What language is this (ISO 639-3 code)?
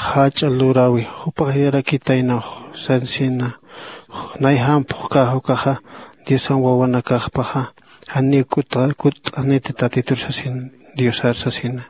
aym